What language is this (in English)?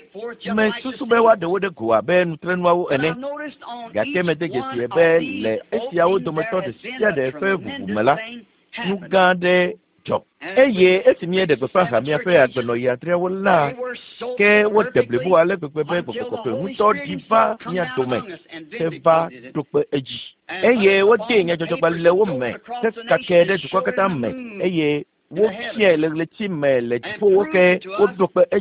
Ewe